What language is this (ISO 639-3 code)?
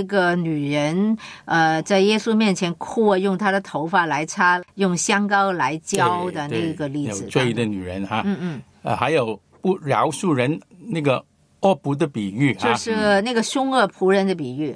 zho